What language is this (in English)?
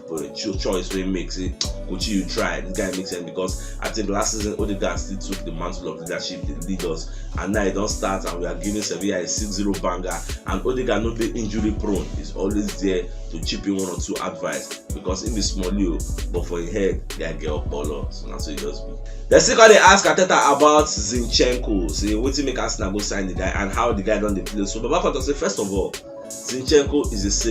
Nigerian Pidgin